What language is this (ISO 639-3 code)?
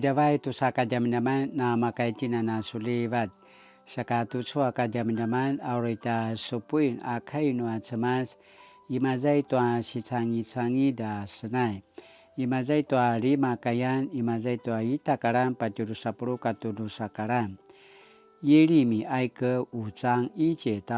pwn